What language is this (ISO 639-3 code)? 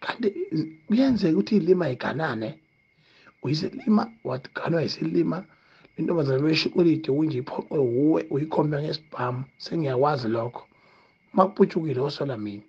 zul